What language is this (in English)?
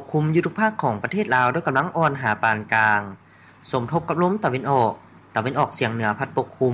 Lao